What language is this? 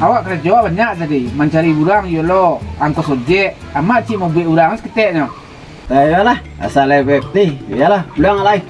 Minangkabau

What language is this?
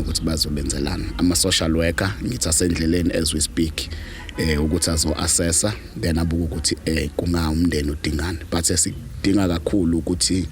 Zulu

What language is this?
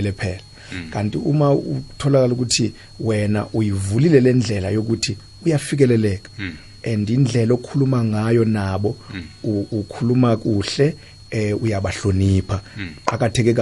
South Ndebele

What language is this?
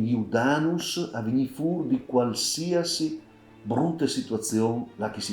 Friulian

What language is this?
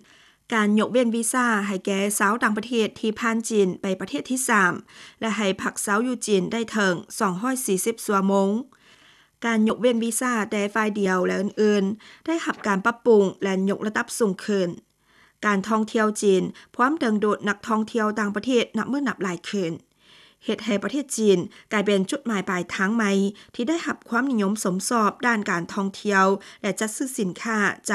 Lao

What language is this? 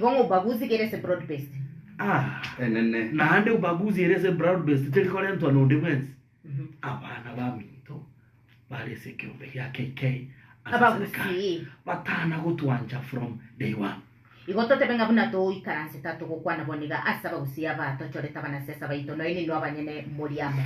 Gusii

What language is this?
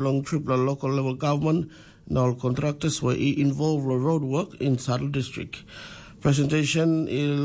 Tok Pisin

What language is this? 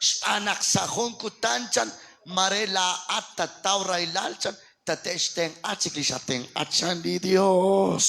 Kekchí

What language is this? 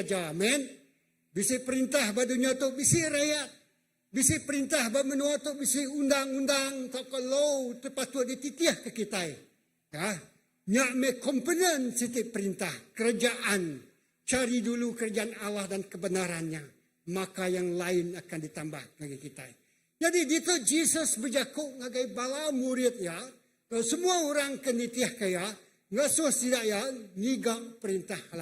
Iban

